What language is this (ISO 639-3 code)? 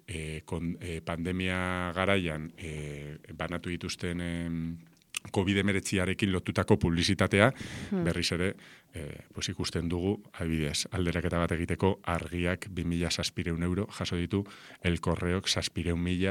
eus